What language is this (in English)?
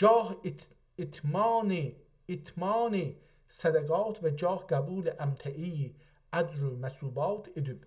South Azerbaijani